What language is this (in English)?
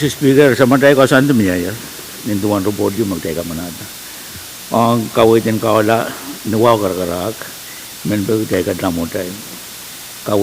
Pohnpeian